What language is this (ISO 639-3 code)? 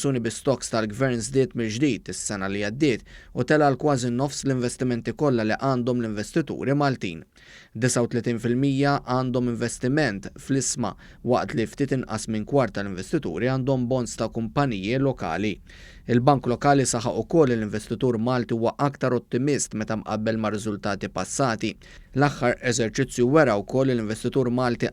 mlt